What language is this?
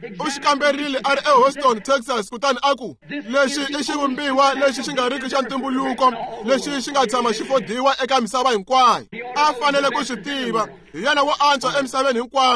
Tsonga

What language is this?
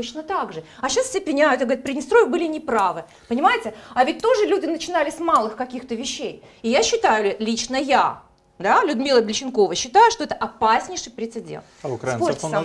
Russian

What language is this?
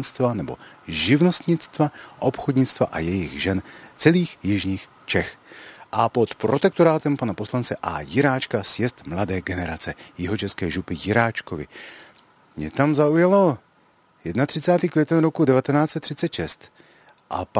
Czech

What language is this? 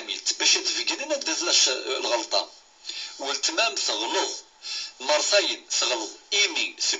Kabyle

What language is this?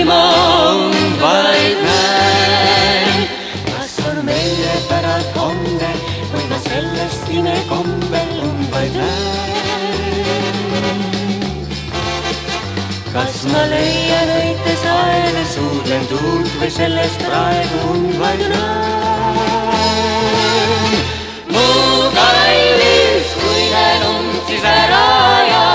Estonian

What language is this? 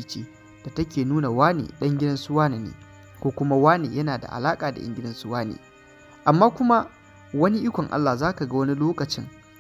Hausa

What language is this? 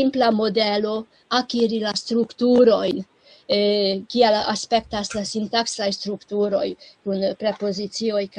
Esperanto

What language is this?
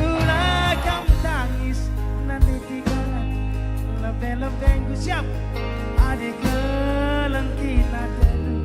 Batak Karo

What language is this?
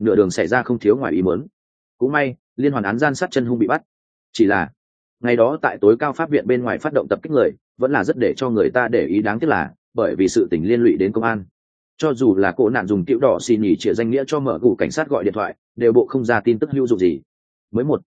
Vietnamese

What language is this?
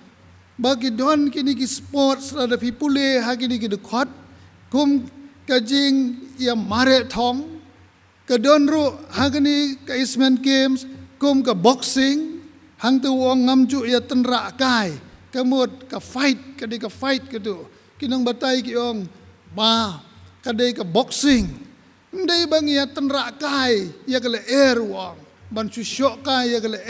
Khasi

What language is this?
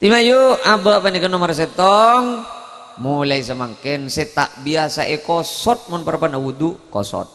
Madurese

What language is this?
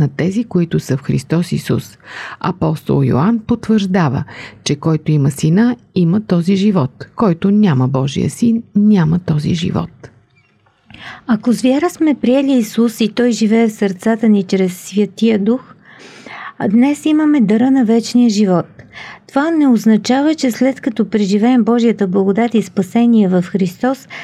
Bulgarian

